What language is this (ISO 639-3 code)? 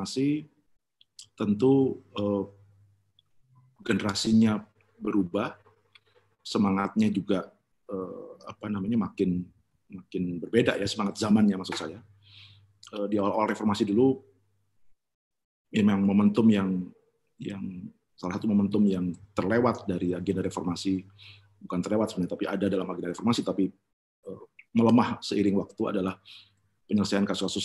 ind